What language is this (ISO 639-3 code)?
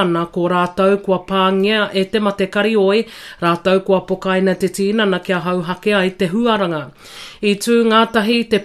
mri